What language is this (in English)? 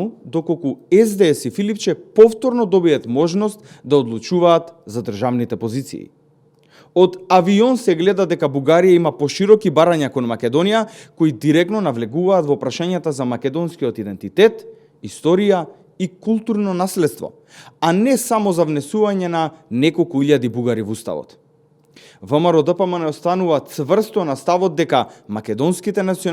Macedonian